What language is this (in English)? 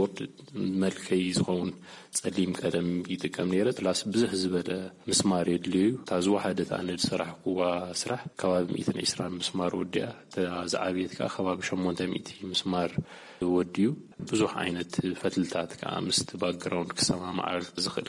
Tigrinya